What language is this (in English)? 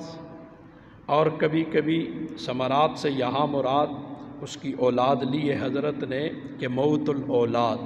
Urdu